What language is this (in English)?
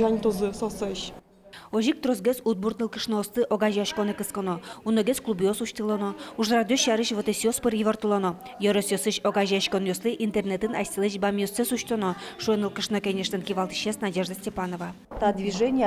Udmurt